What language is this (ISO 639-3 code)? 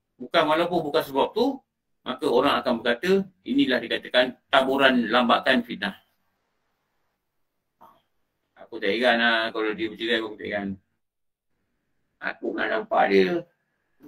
msa